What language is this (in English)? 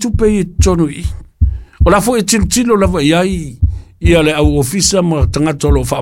Samoan